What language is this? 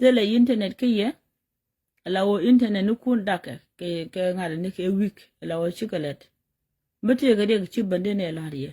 Nuer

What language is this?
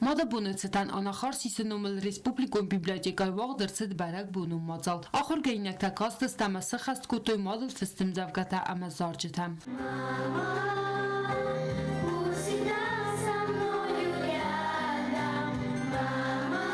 Ossetic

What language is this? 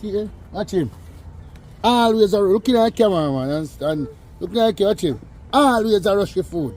Jamaican Creole English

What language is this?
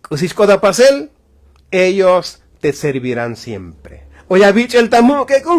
Tzotzil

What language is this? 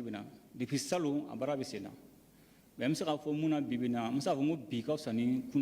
Bambara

